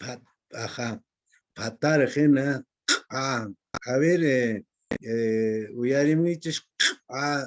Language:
Quechua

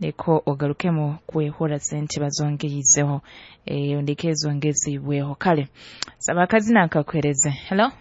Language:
Nyoro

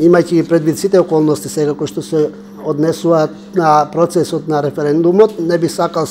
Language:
Macedonian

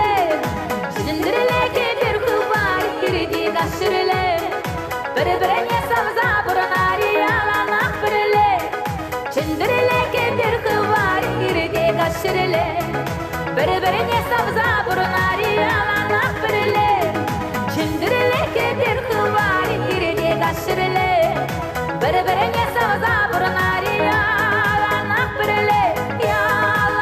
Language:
Chuvash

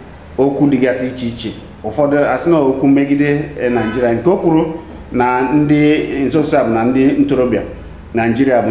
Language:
Igbo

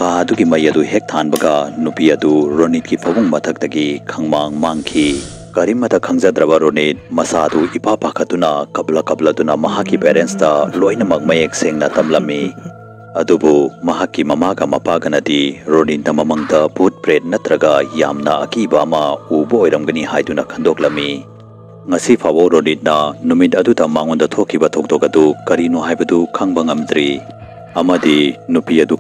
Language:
Manipuri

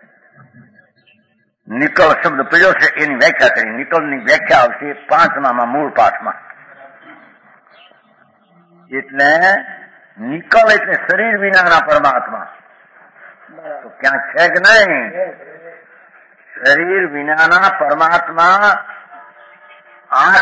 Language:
Gujarati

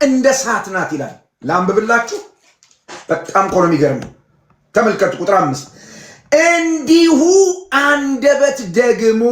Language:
Amharic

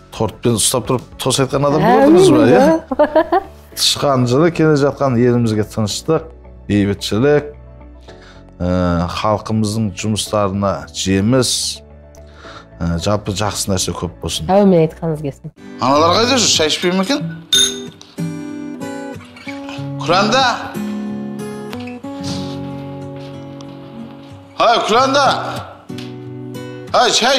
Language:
Kazakh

